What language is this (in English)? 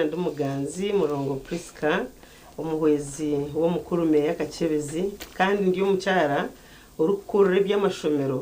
Nyankole